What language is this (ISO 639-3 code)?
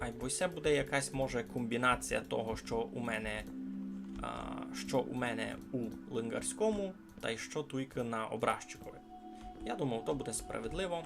rue